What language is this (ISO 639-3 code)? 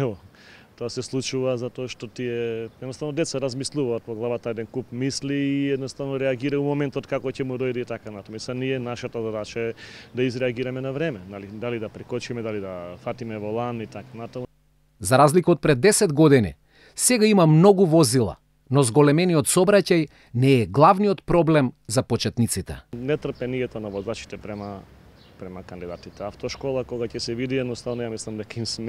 mkd